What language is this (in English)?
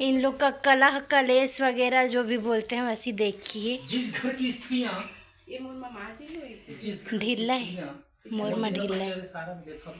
Chhattisgarhi